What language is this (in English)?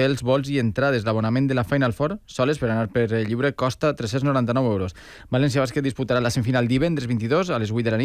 Catalan